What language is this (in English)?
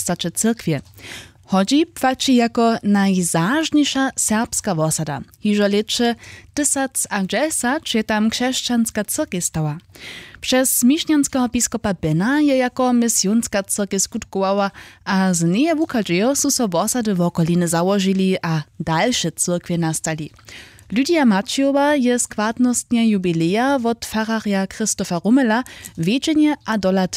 Upper Sorbian